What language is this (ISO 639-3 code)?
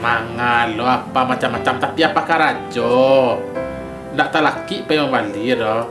min